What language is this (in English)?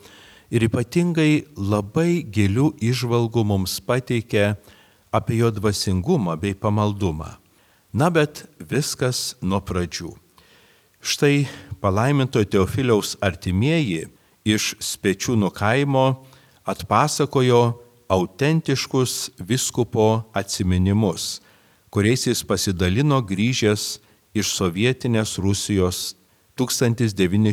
Lithuanian